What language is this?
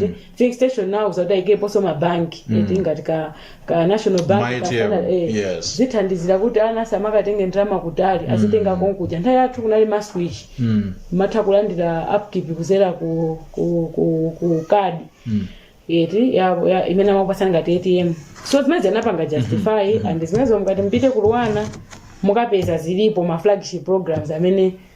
Nyanja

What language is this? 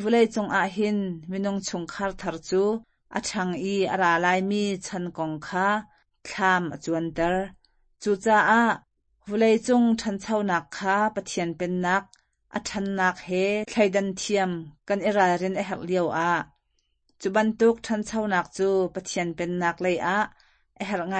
Hakha Chin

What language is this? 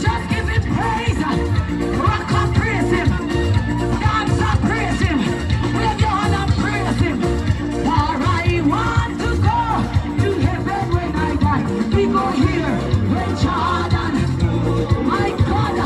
Jamaican Creole English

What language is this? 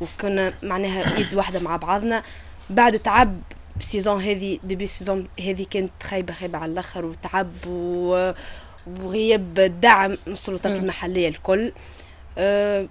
Tunisian Arabic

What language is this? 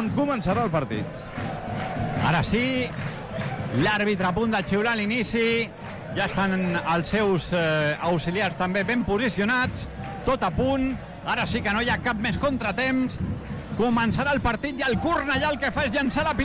Catalan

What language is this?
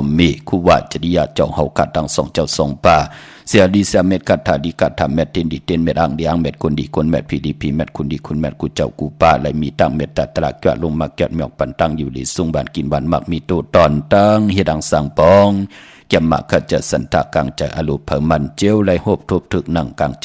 Shan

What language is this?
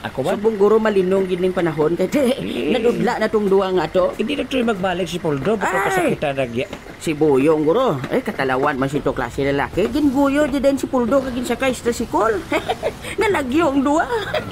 Hiligaynon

